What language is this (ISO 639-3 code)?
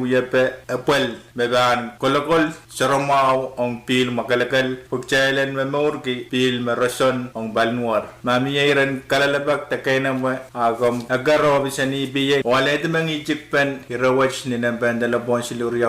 pon